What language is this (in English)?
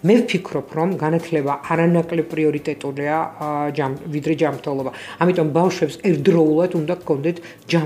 Georgian